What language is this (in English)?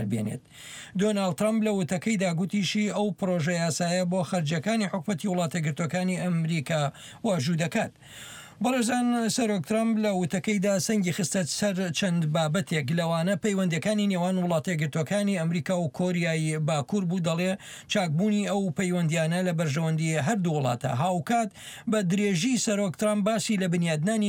Central Kurdish